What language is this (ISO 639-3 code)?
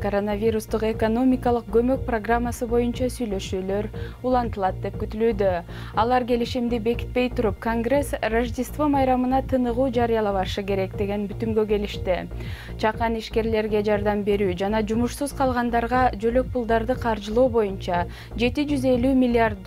kir